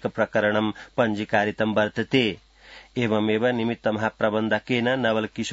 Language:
Sanskrit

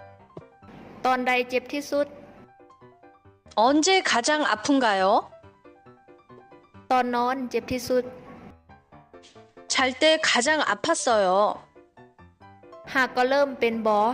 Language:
Lao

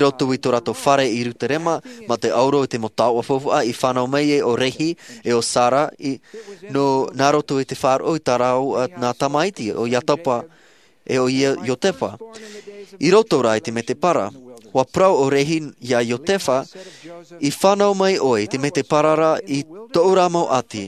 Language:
Tahitian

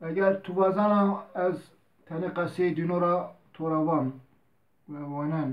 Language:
Zaza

